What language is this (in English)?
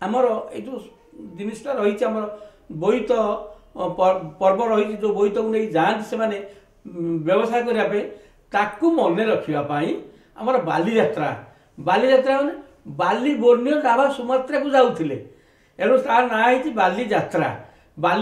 Odia